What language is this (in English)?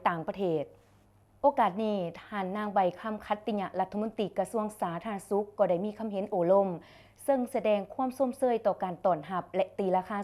Lao